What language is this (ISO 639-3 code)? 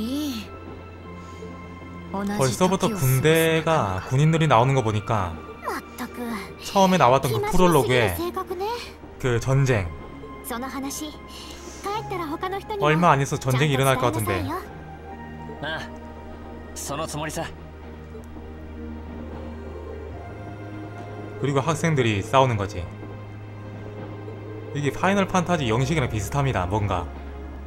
kor